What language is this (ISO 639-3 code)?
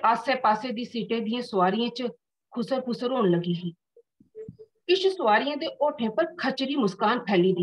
doi